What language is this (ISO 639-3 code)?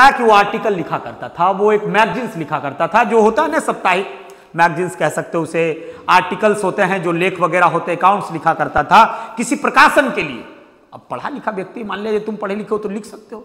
hin